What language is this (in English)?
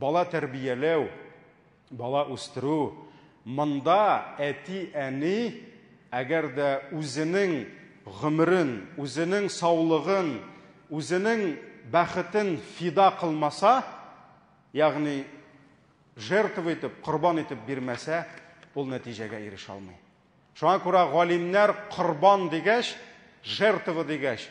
Tatar